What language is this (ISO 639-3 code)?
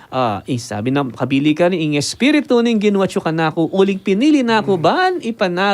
pam